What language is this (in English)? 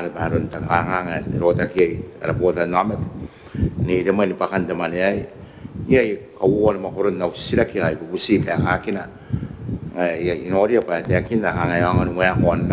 Gilbertese